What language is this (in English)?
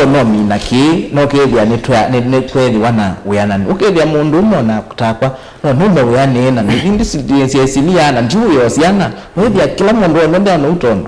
Kamba